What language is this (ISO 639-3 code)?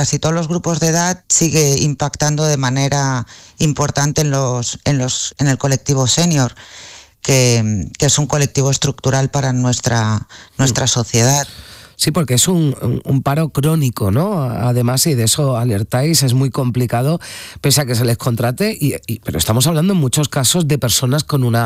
spa